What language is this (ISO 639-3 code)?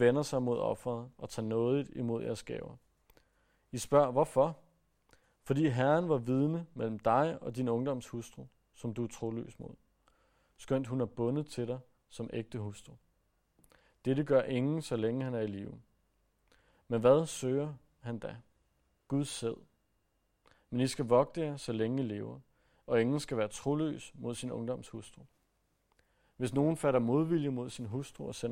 dan